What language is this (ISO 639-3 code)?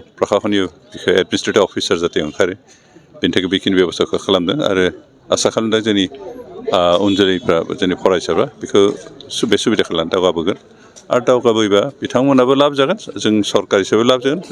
brx